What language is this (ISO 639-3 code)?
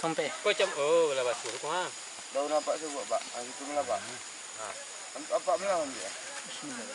min